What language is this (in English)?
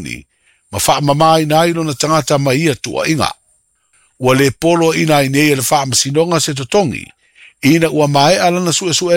Samoan